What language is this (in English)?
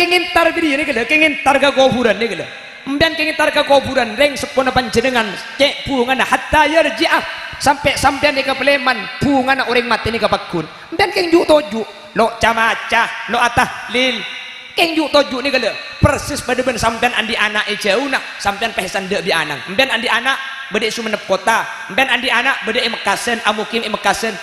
Madurese